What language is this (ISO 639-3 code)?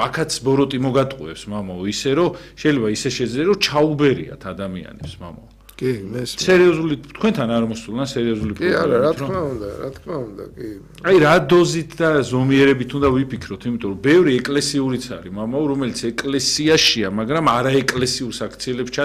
kat